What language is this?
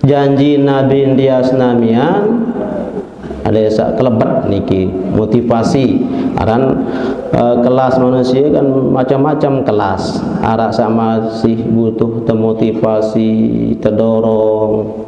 Sasak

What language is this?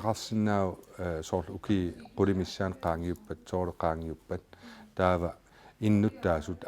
Kalaallisut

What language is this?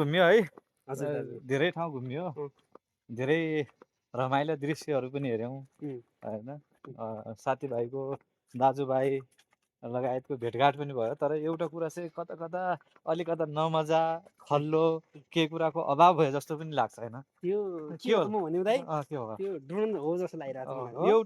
Nepali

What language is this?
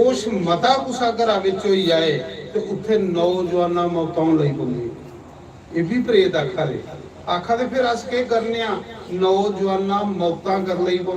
Dogri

